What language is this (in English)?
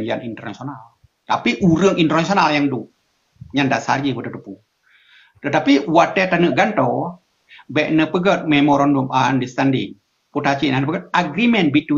Achinese